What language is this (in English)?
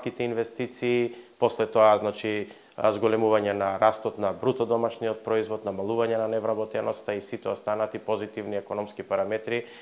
Macedonian